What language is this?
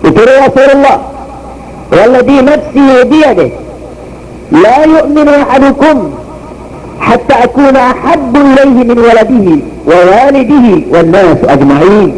Maranao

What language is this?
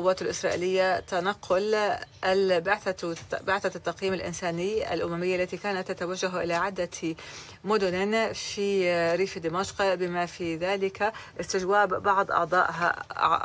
Arabic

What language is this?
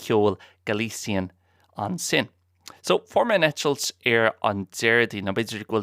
Irish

